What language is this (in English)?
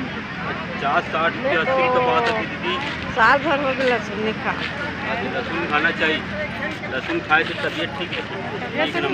Chhattisgarhi